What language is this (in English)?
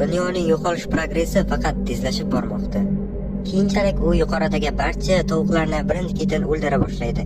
Uzbek